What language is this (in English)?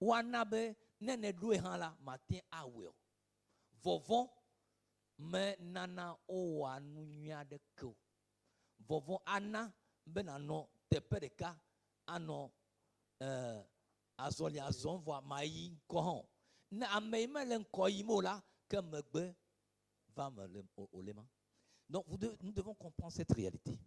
Ewe